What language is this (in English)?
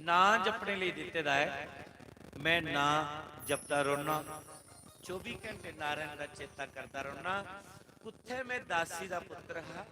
Dogri